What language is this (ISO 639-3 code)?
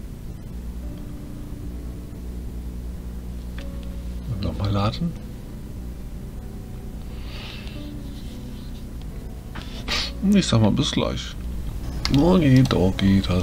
deu